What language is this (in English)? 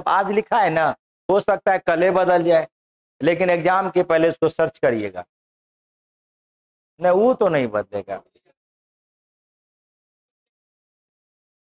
Hindi